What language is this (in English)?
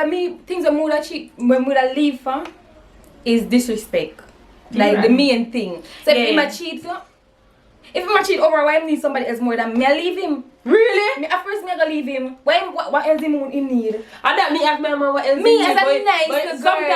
Jamaican Creole English